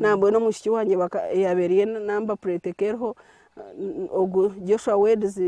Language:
Nyankole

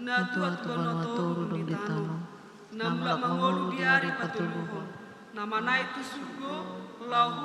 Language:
Batak Toba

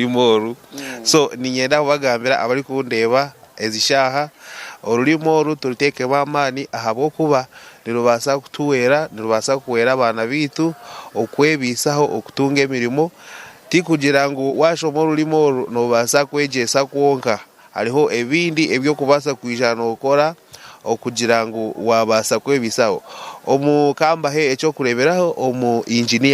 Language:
Nyankole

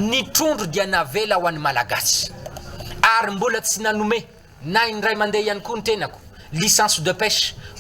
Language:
Malagasy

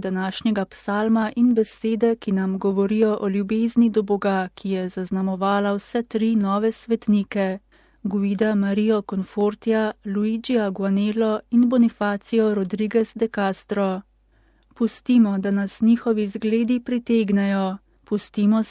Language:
Slovenian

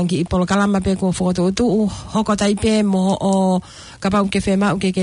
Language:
Tongan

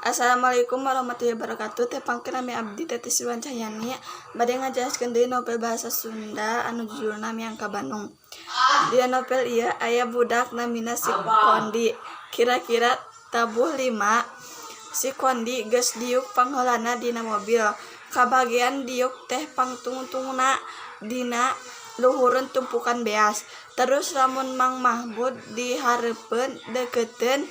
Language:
Sundanese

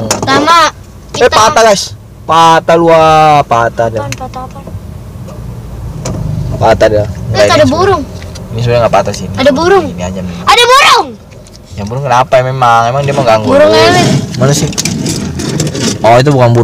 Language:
Indonesian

